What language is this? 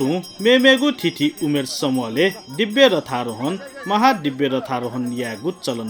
Newari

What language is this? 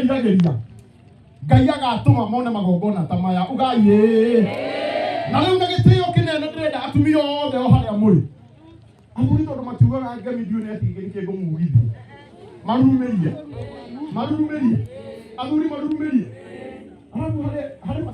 Kikuyu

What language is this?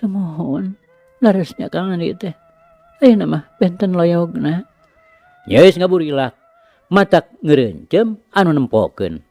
Sundanese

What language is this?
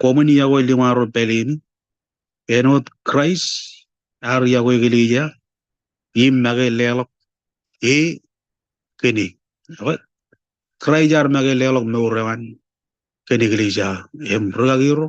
Marshallese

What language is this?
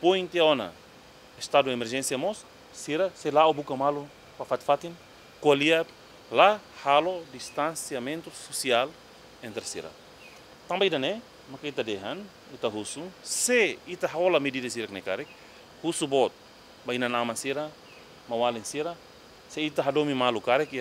Tetum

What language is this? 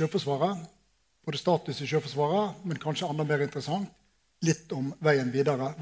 Norwegian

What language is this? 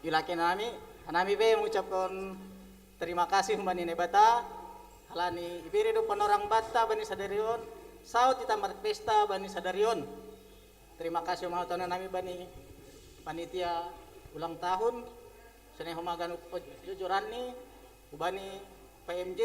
Batak Simalungun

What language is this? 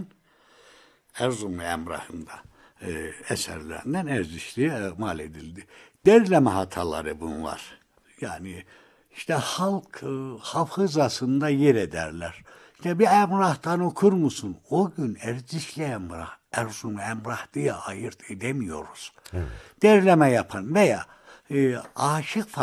Turkish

